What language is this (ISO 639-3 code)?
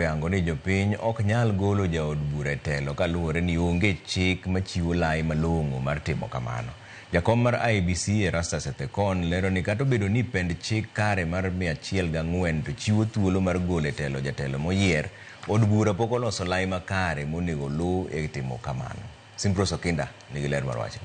luo